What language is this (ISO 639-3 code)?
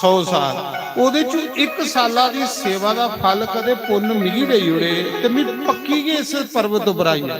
doi